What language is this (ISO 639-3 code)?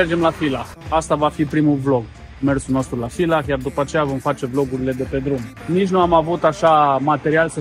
ron